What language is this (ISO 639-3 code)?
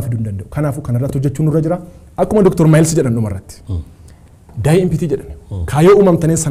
orm